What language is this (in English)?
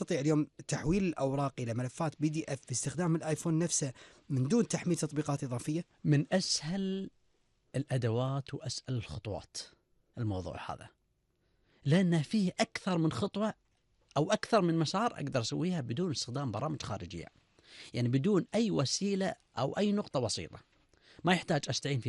Gulf Arabic